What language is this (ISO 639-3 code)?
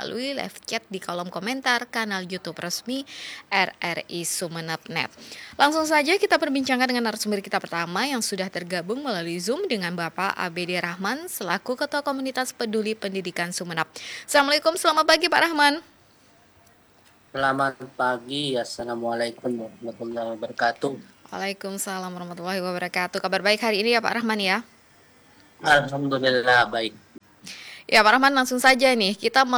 ind